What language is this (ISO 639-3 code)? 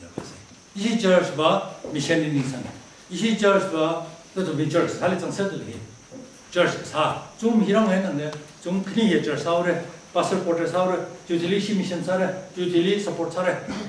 nmf